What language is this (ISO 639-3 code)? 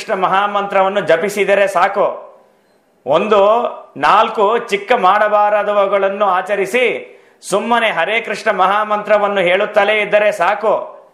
kan